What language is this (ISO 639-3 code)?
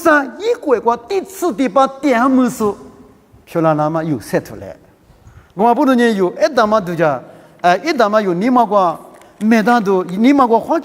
lis